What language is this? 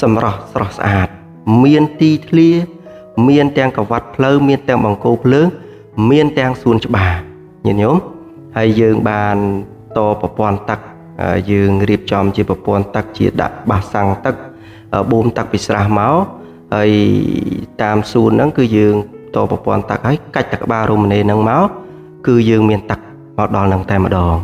Khmer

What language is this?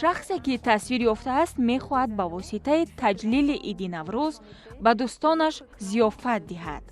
Tajik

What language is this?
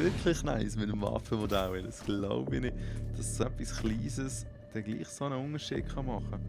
Swiss German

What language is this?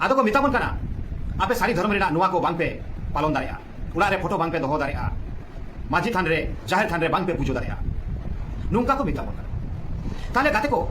Santali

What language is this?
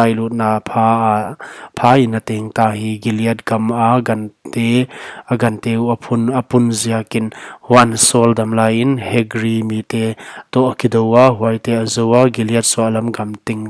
Paite Chin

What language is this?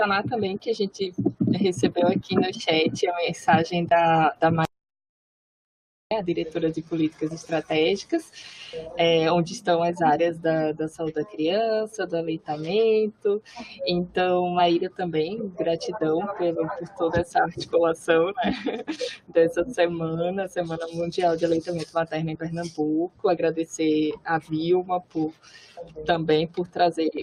Portuguese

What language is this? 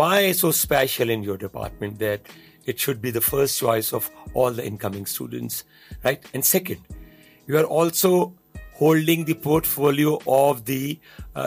Urdu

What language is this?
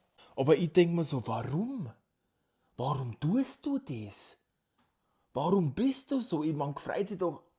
Bavarian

